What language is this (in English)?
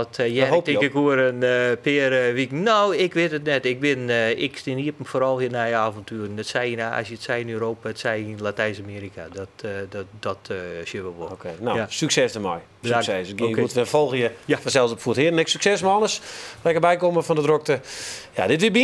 Western Frisian